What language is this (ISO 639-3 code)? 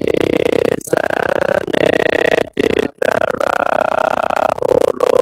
pli